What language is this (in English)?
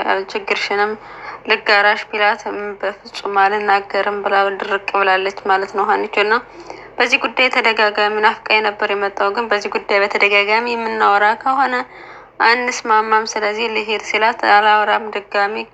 Amharic